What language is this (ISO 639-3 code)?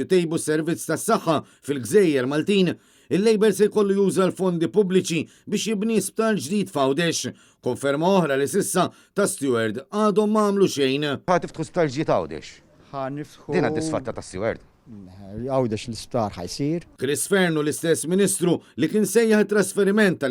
mlt